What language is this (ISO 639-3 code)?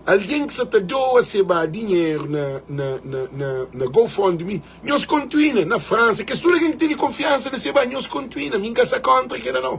kea